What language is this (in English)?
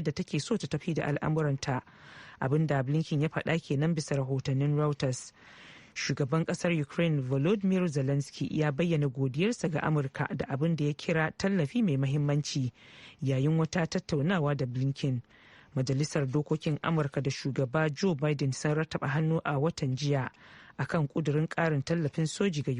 Hausa